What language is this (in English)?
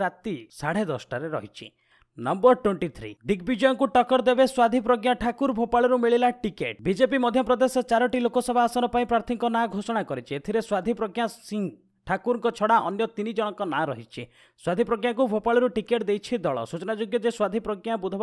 Odia